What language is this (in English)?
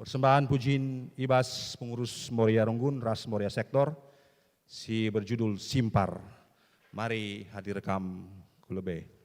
Batak Karo